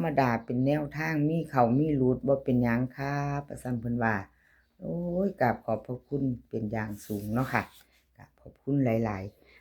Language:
Lao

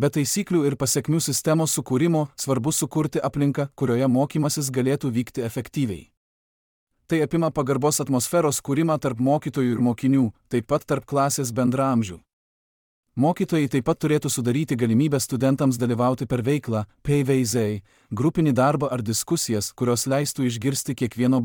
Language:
Lithuanian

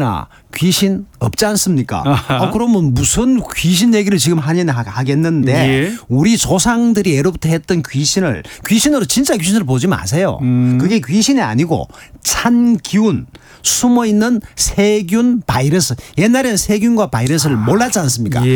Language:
Korean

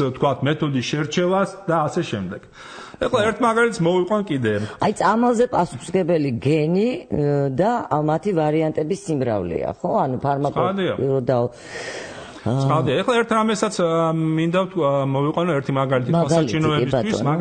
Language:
Georgian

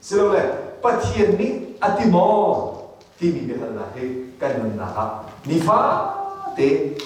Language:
Hakha Chin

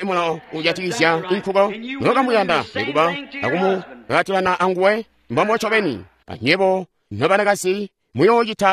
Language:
Tonga (Zambia)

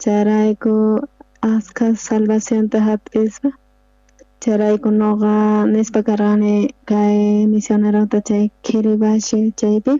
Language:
South Bolivian Quechua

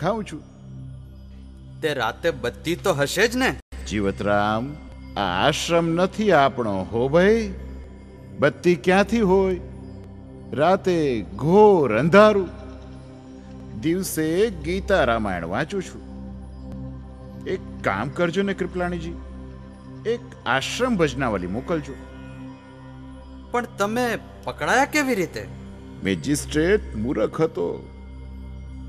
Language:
Gujarati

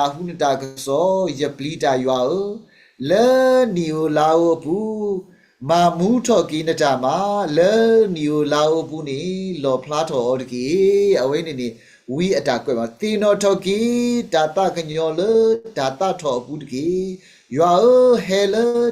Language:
S'gaw Karen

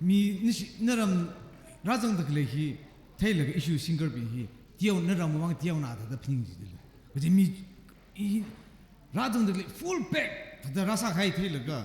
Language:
Tangkhul Naga (India)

